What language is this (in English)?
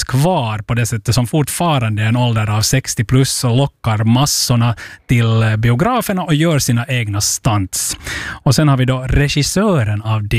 Swedish